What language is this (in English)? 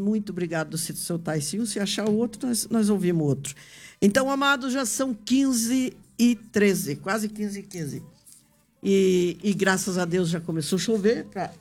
Portuguese